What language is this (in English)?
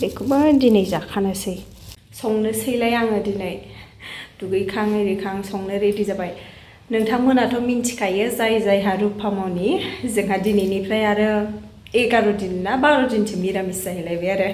Bodo